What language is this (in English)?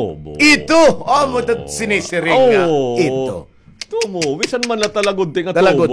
Waray